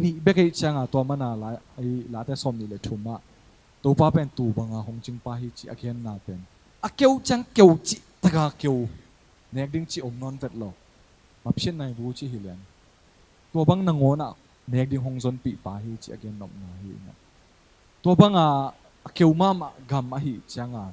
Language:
Tedim Chin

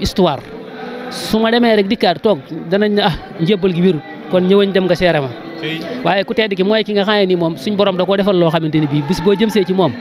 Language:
Wolof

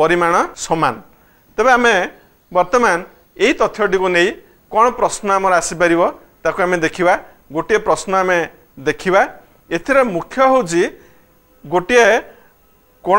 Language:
Odia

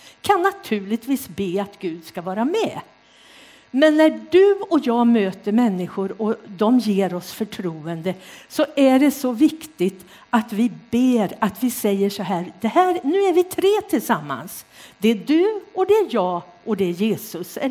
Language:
Swedish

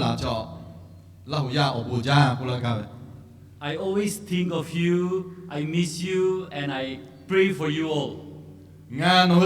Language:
Lahu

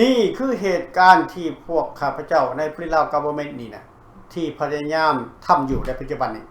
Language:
Lao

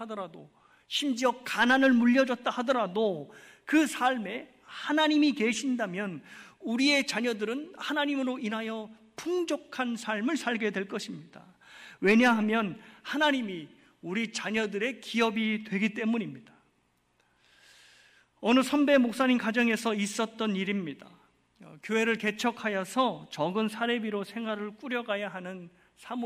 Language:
Korean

